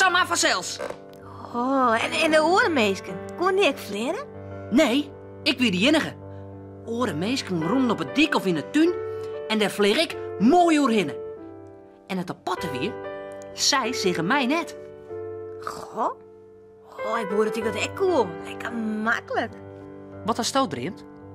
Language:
Western Frisian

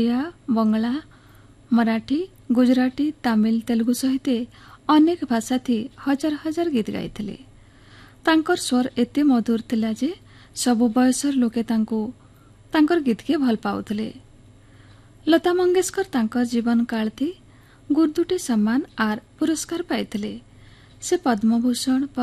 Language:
Odia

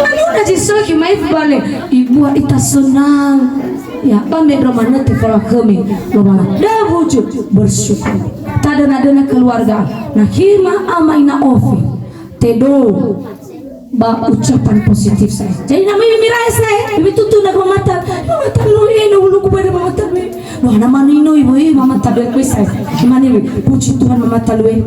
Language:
Nias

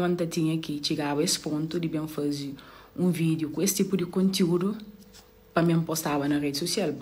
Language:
Kabuverdianu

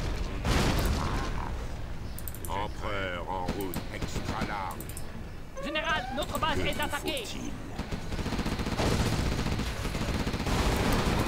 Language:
French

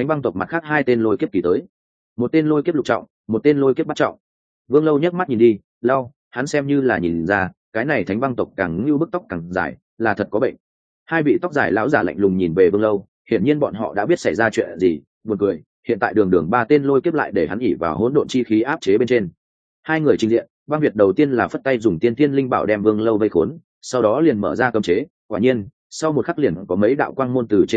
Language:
Vietnamese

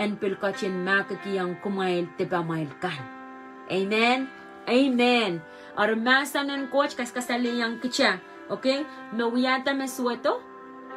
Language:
Pohnpeian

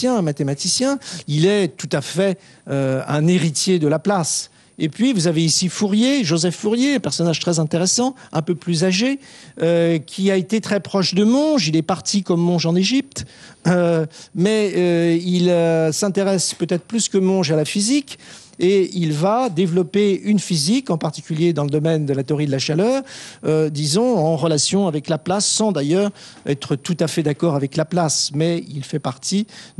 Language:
French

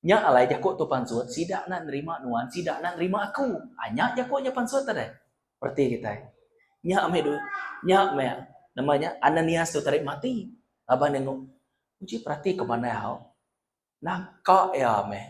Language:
Iban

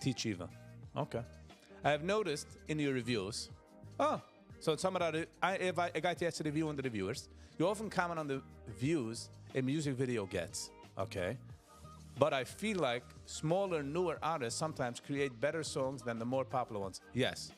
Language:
Yiddish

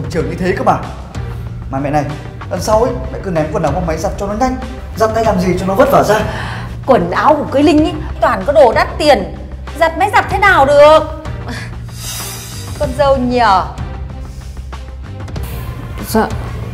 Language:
Vietnamese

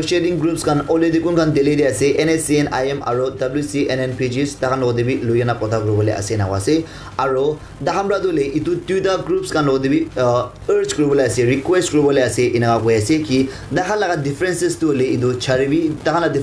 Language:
Naga Pidgin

